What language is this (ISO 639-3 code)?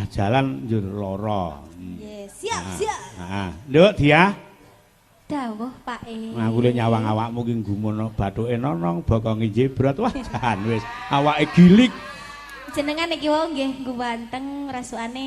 jav